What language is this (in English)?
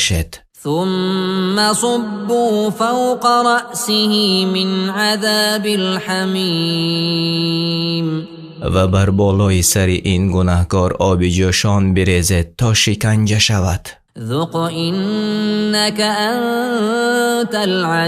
Tajik